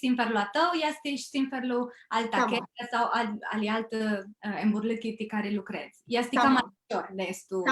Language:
Aromanian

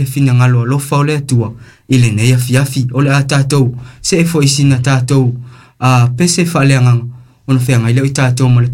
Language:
Samoan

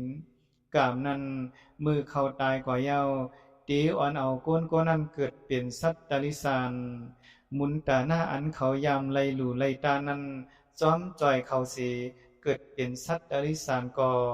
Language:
Shan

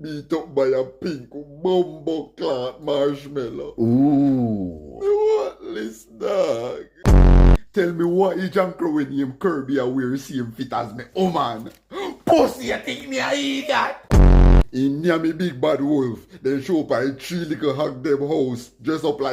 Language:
Jamaican Creole English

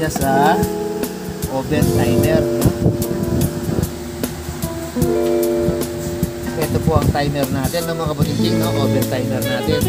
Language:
Filipino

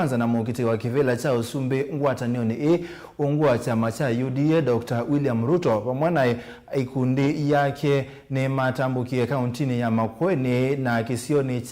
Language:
Kamba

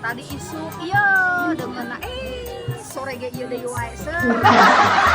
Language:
Sundanese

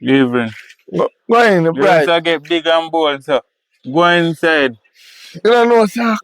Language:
Jamaican Creole English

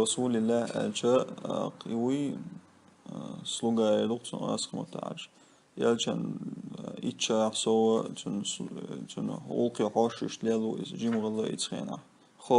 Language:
Chechen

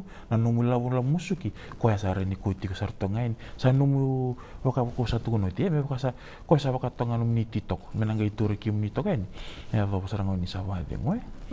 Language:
Fijian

